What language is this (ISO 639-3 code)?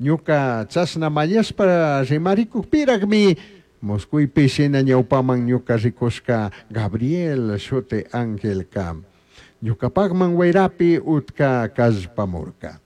qug